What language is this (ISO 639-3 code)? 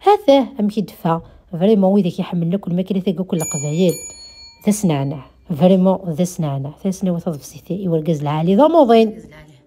kab